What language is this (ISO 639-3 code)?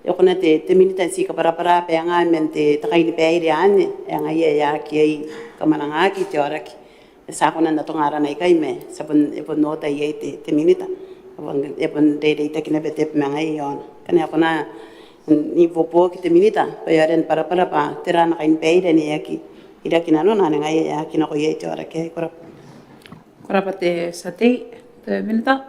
gil